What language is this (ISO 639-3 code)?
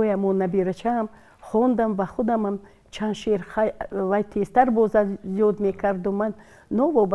tgk